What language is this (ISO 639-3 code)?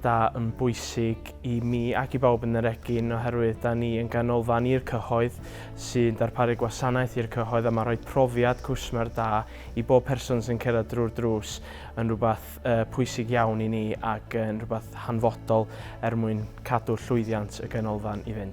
cym